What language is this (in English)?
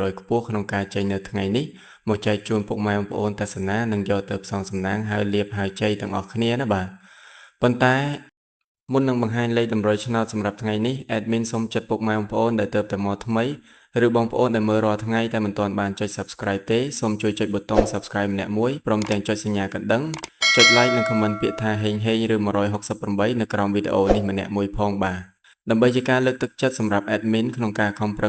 Khmer